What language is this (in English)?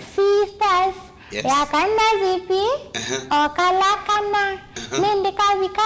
Kamba